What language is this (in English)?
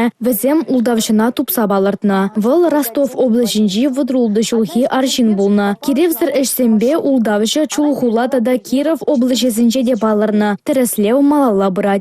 Chuvash